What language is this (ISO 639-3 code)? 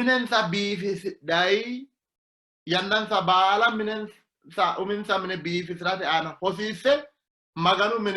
sid